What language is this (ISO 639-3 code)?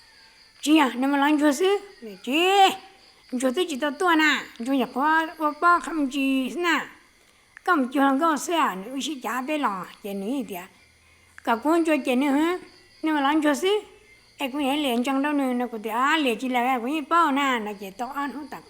hmn